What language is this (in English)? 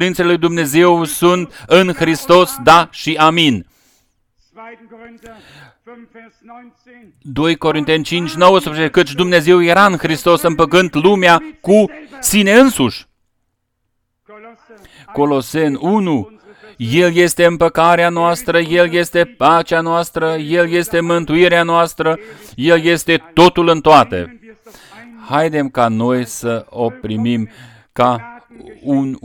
Romanian